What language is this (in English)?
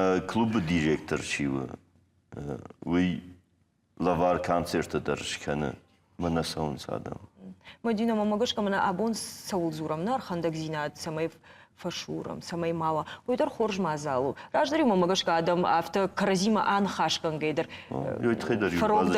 Ossetic